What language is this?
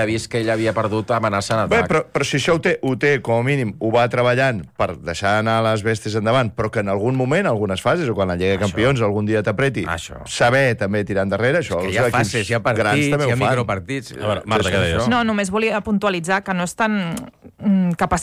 Catalan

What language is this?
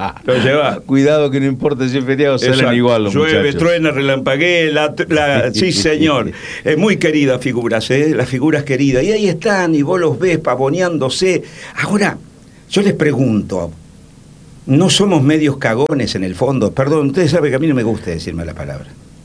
Spanish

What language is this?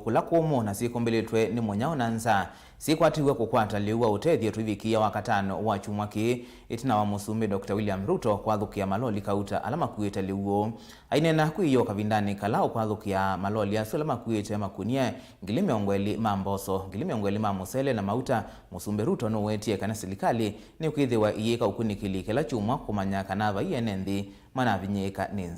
Kamba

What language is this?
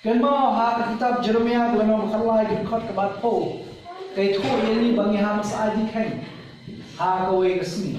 Khasi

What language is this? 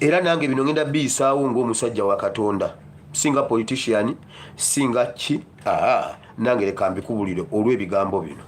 Ganda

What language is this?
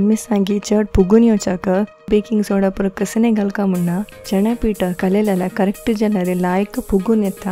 Konkani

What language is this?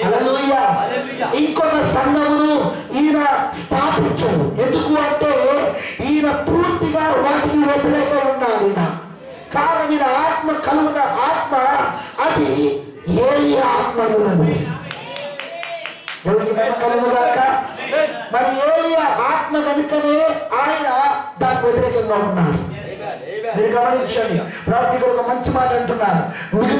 Telugu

